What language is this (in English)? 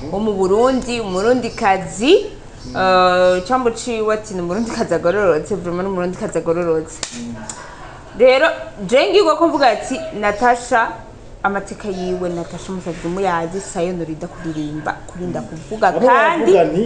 Rundi